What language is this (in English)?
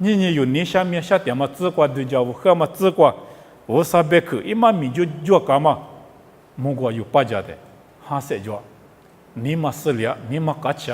Lisu